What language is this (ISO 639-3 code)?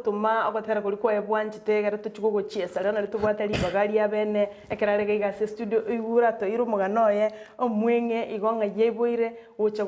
guz